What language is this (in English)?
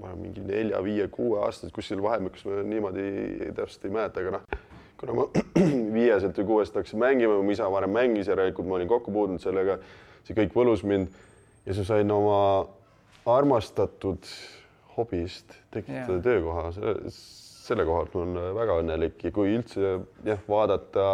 Estonian